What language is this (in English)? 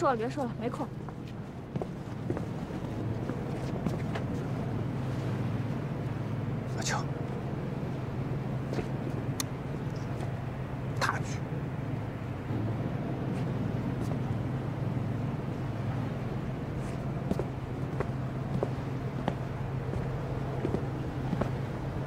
Chinese